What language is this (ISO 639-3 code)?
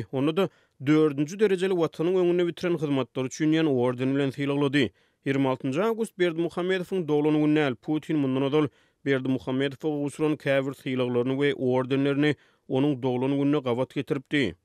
tuk